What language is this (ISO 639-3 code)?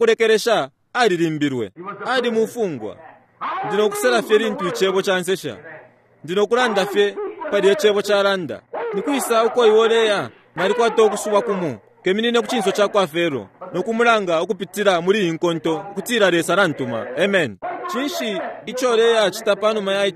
bem